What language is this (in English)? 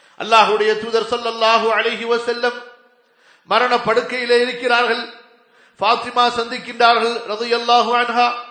Tamil